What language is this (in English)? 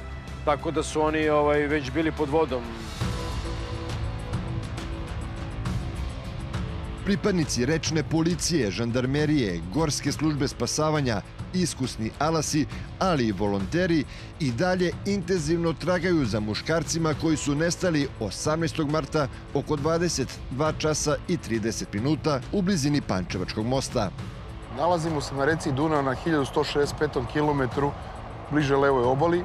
Serbian